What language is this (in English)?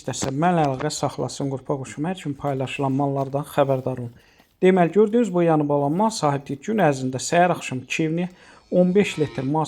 Azerbaijani